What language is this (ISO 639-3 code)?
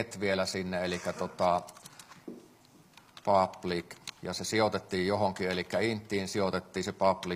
fin